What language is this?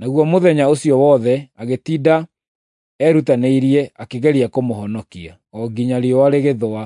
Kikuyu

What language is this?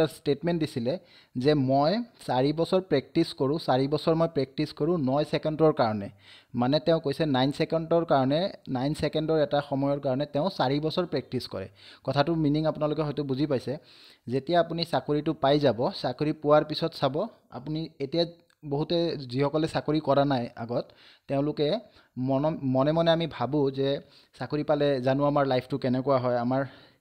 Assamese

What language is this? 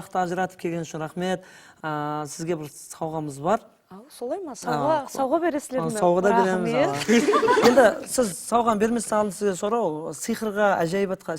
Kara-Kalpak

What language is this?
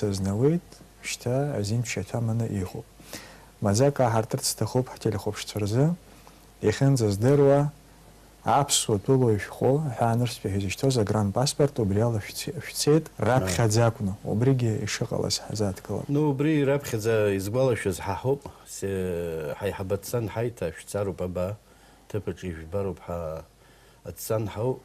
Abkhazian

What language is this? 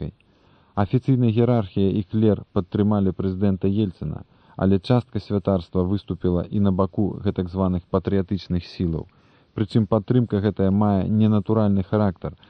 Belarusian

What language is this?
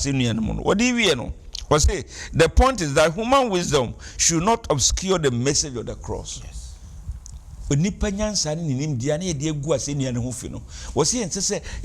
Akan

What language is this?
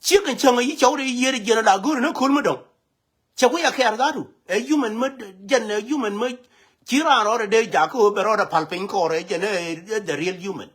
Nuer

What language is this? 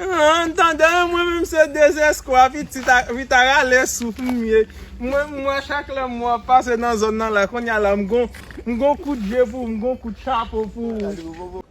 Haitian Creole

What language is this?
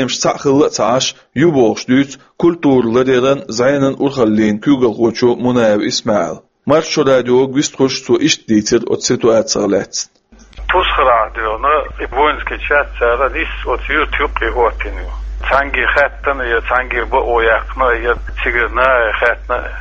Chechen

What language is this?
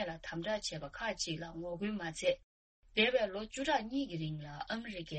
Tibetan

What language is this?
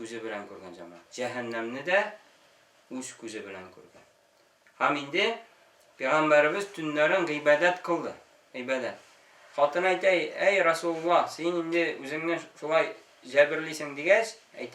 Tatar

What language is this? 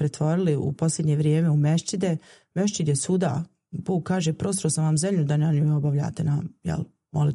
Bosnian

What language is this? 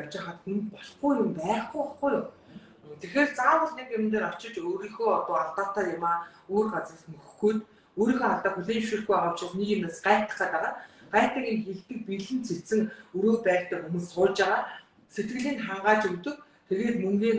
Mongolian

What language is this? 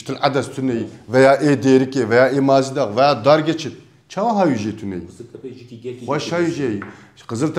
Kurdish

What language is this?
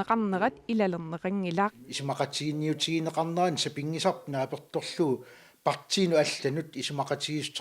Kalaallisut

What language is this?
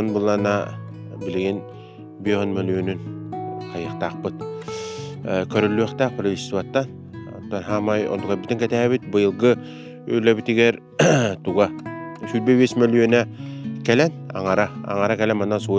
Yakut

